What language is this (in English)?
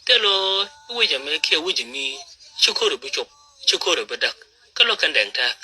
Nuer